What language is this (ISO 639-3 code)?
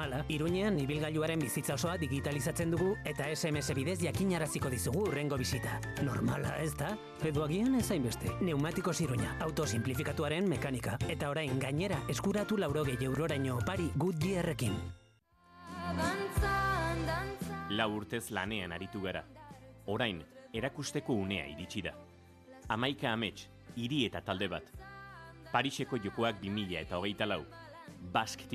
eus